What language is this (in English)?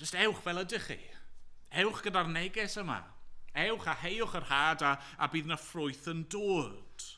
Welsh